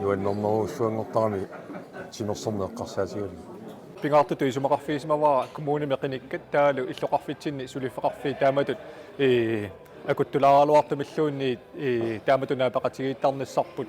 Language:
Kalaallisut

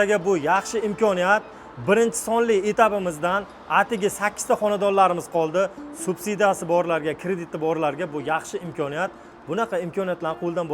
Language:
Uzbek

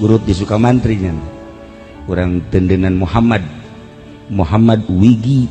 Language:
Sundanese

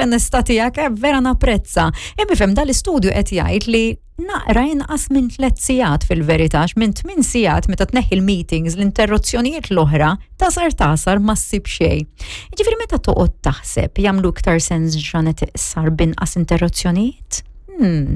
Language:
Maltese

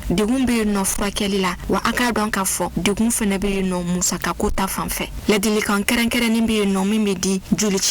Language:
Bambara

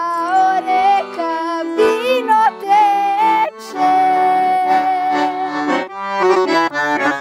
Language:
Serbian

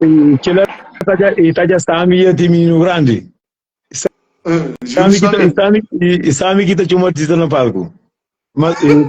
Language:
Kabuverdianu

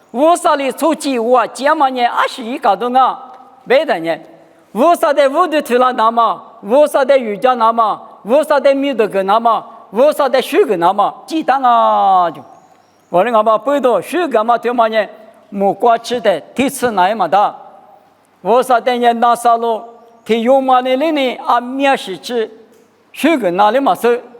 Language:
Lisu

